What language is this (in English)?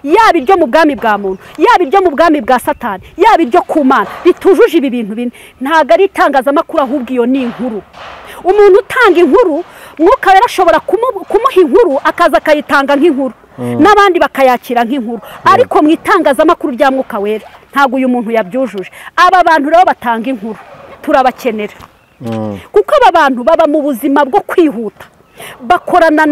Kinyarwanda